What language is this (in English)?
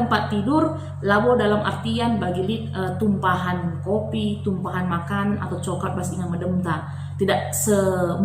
Batak Karo